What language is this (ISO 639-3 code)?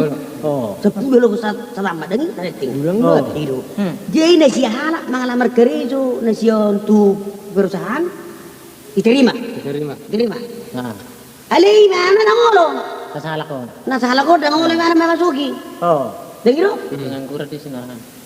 bbc